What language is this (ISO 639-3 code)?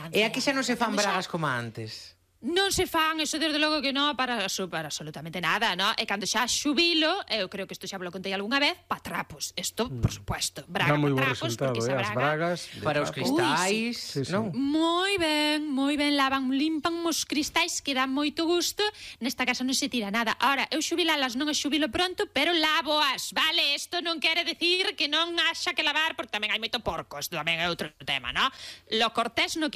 glg